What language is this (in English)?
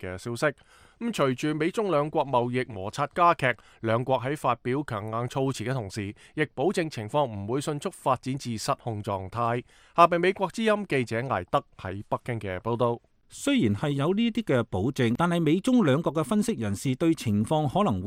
Cantonese